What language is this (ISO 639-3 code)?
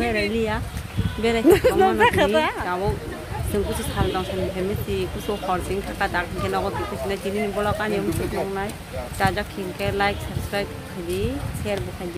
trp